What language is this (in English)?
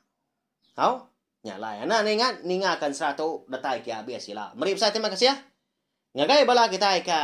Iban